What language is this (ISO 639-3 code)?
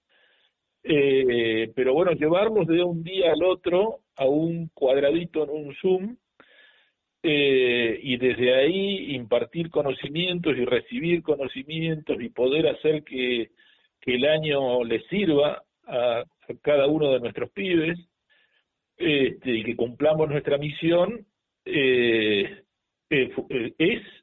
spa